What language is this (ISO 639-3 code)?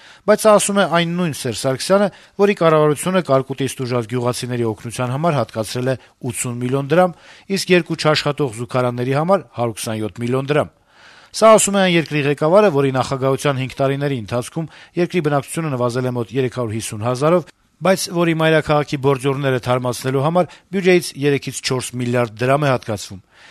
hye